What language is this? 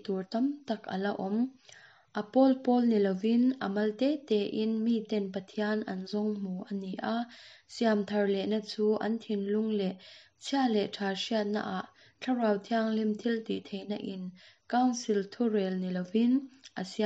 Mizo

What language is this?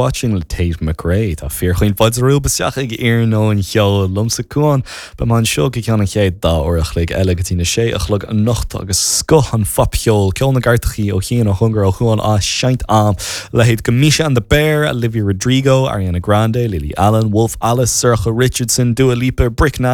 Irish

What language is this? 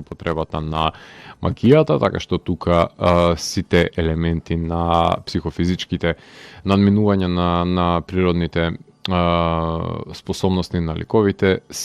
Macedonian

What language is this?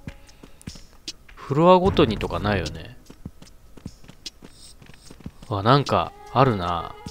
Japanese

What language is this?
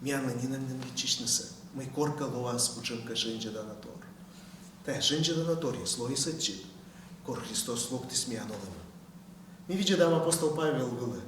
Komi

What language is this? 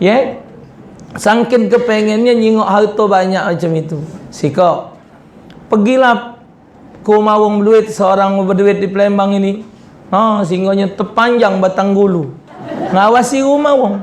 Musi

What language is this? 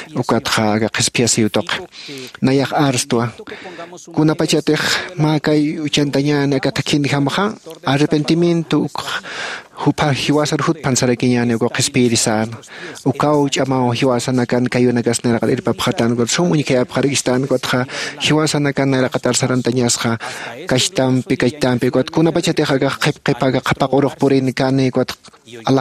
Aymara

